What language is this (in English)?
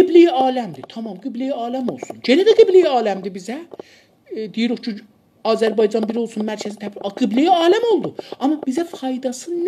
South Azerbaijani